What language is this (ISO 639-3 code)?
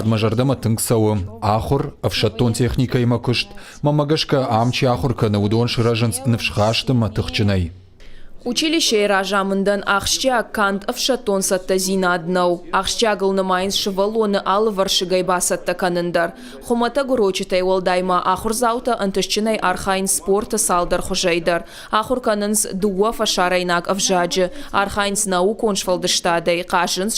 oss